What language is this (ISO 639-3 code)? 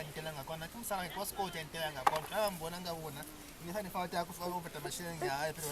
loz